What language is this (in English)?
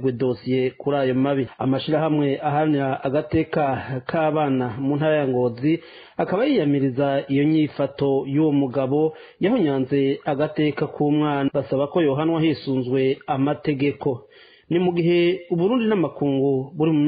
Rundi